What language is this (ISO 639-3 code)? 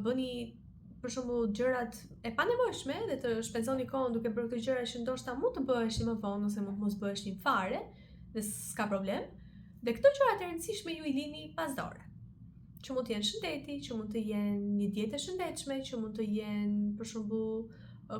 sqi